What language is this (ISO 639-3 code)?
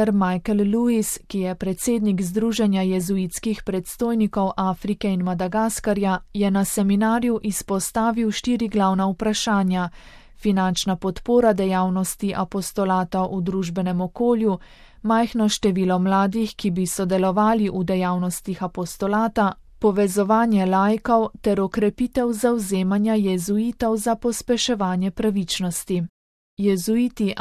slv